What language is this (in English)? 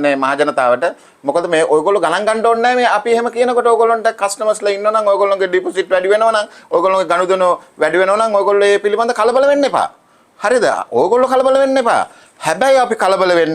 Sinhala